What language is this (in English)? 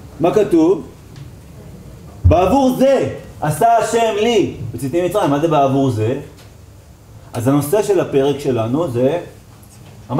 Hebrew